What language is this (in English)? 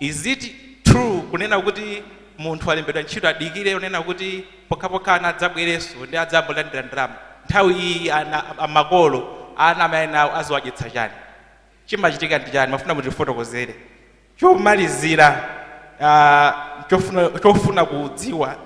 Nyanja